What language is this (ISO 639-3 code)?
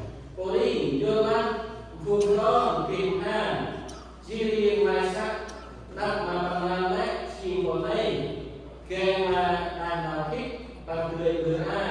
cmo